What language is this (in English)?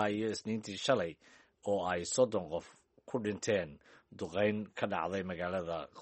Somali